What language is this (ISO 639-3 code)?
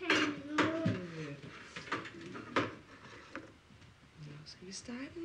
dan